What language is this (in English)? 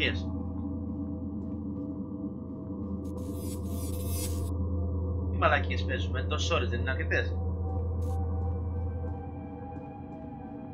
Greek